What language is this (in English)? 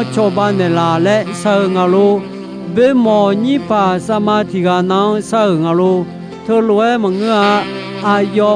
Akha